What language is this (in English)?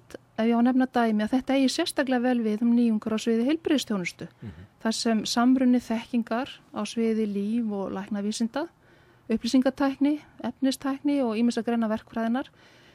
Icelandic